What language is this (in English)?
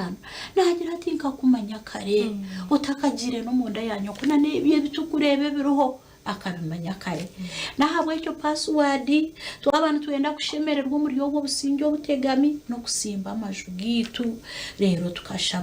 Nyankole